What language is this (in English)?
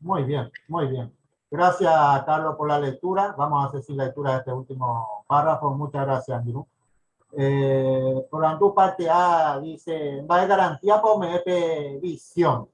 Guarani